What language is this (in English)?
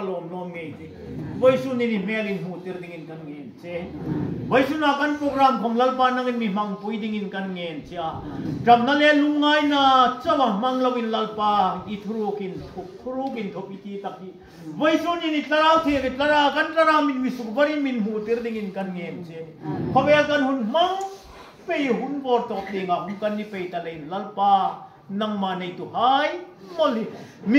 Hmar